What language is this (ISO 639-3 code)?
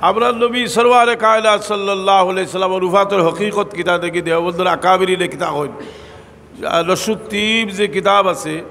syl